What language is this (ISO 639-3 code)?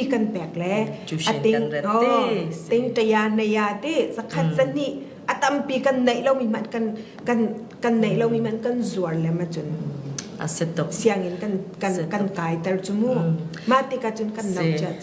cfm